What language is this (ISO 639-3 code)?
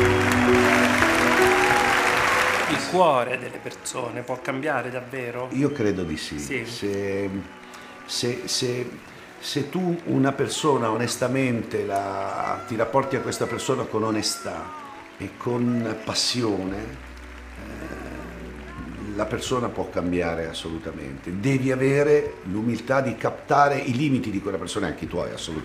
ita